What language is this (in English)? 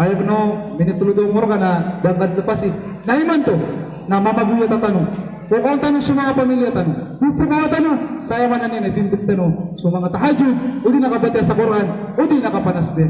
Maranao